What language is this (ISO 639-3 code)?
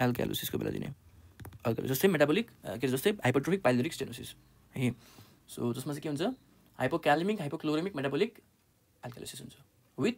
nep